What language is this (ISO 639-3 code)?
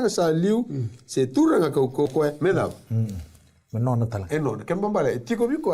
fij